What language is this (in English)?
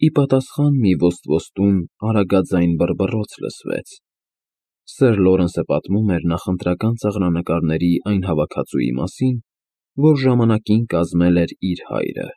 Armenian